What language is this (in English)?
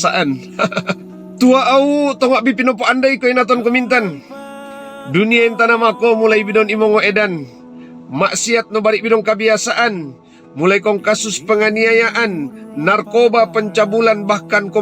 Mongondow